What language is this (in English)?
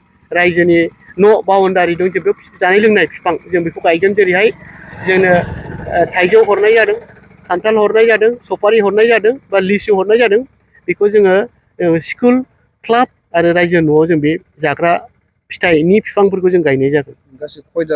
Bodo